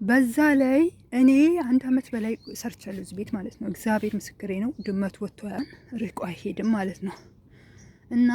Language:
Amharic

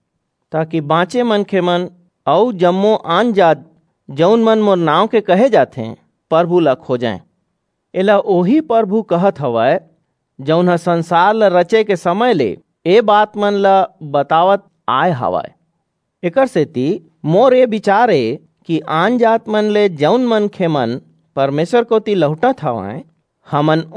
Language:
Chhattisgarhi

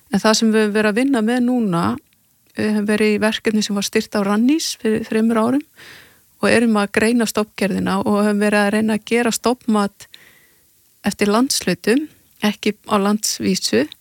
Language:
Icelandic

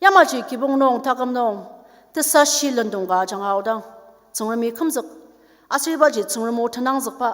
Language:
Ao Naga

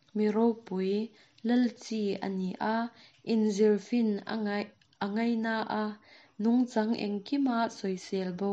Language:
Mizo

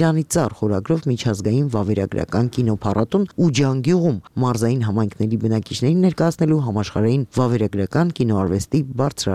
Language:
Armenian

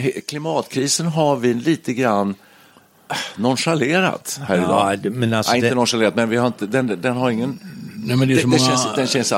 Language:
Swedish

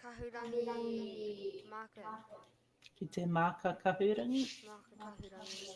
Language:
Māori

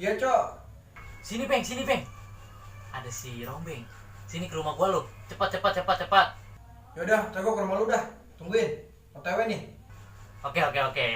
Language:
Betawi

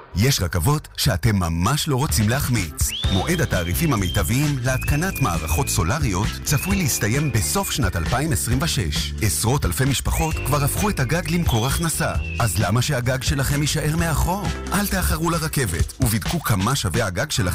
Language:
Hebrew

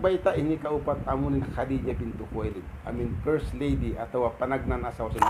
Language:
Tausug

